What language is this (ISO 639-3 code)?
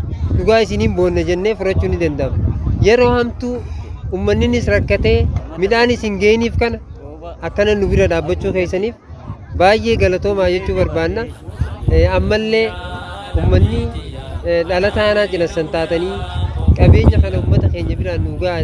orm